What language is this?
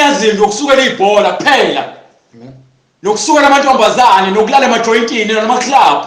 Zulu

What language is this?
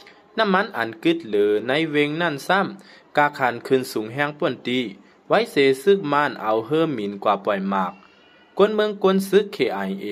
Shan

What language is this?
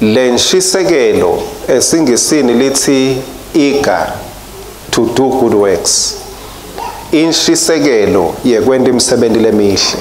Swati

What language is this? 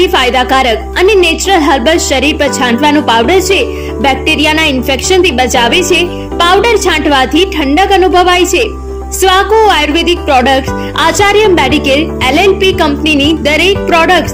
Gujarati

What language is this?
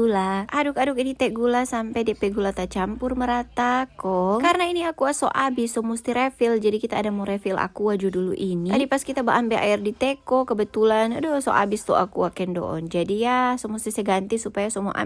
Manado Malay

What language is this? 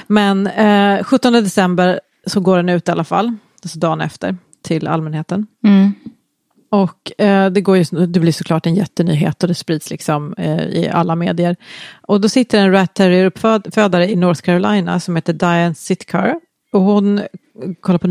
Swedish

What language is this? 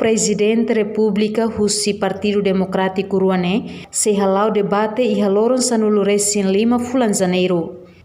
Tetum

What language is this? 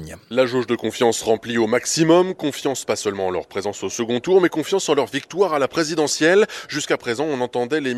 French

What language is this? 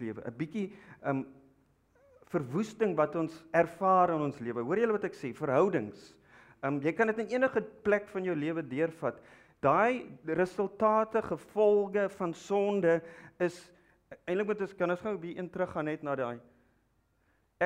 Afrikaans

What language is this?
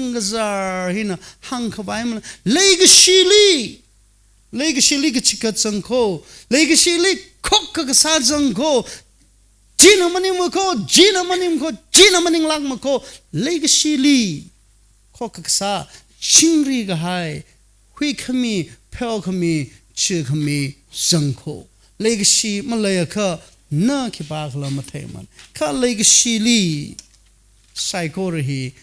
Tangkhul Naga (India)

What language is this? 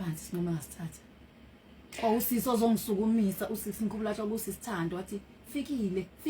Zulu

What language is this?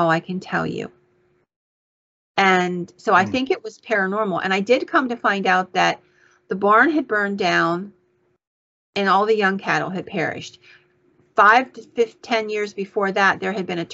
English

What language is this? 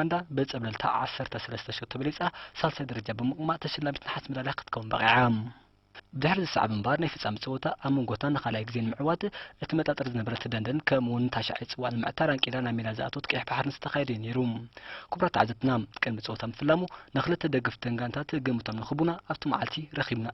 Tigrinya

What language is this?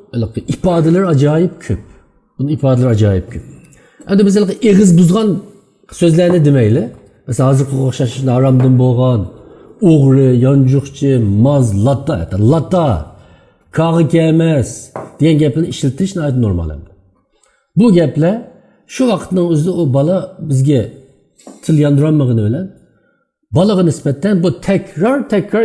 Uyghur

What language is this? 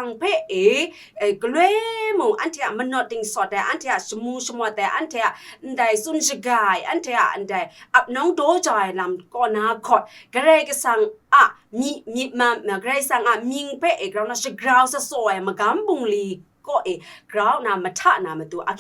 Kachin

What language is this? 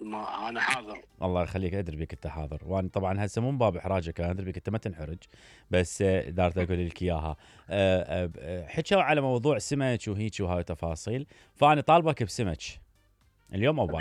Mesopotamian Arabic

